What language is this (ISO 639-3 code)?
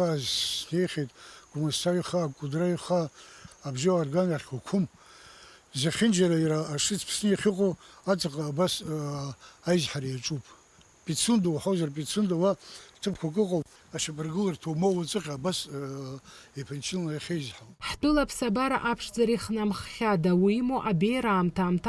abk